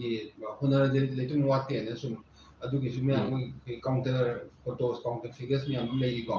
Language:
Manipuri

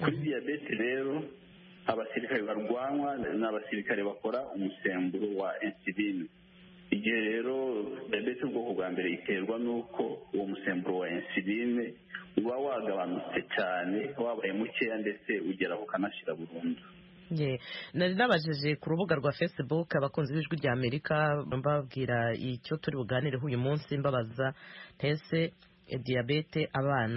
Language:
Kinyarwanda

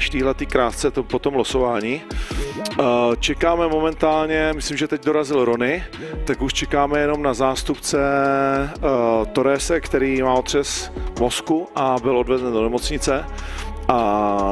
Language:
Czech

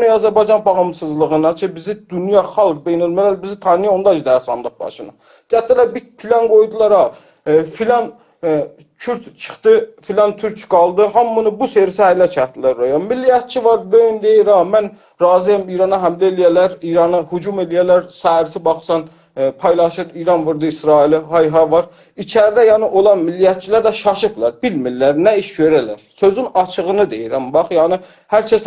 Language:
South Azerbaijani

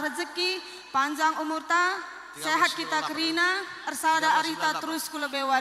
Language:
Batak Karo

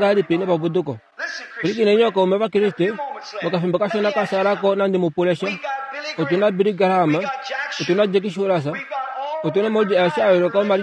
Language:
Kuanyama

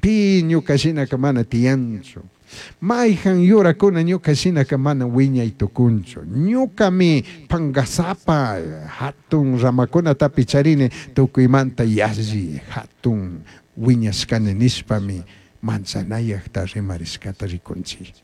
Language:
Chimborazo Highland Quichua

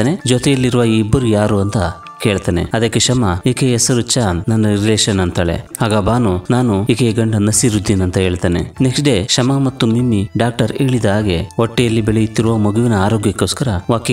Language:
Kannada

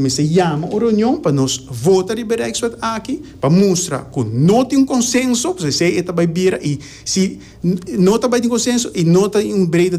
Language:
Papiamento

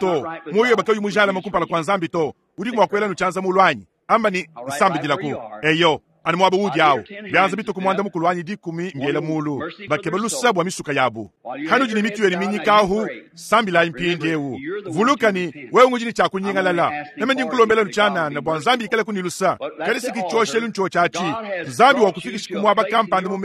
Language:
Luba-Lulua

